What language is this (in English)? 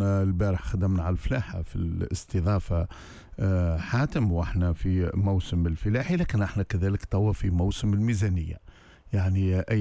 Tunisian Arabic